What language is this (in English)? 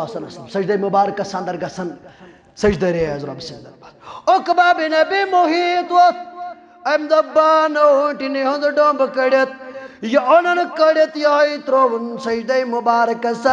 Kashmiri